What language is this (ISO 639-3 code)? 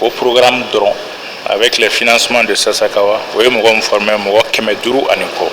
bam